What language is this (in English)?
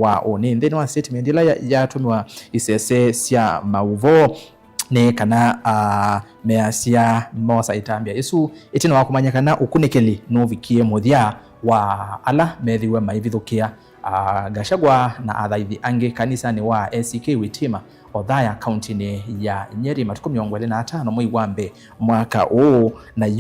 Kamba